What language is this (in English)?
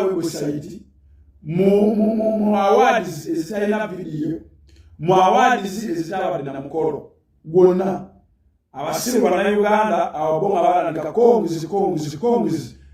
Ganda